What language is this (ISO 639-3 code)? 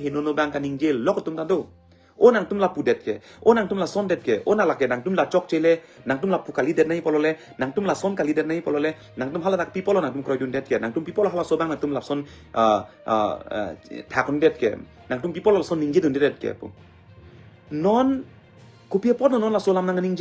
mjw